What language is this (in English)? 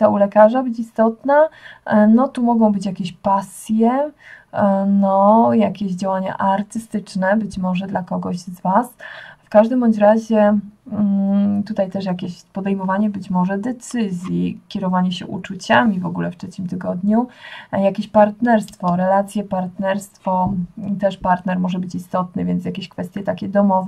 Polish